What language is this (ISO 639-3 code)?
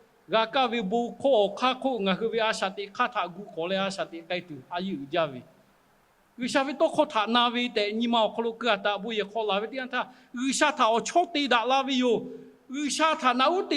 lhu